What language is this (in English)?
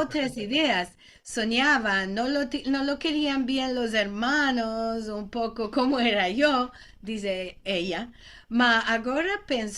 Ladino